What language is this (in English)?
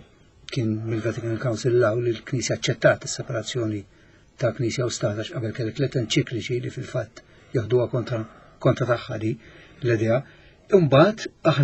Maltese